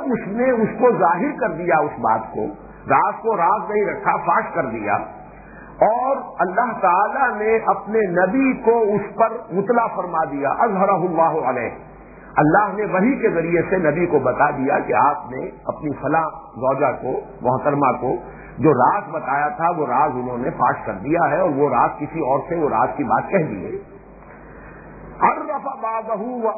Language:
Urdu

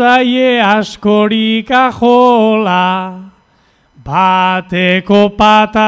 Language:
Basque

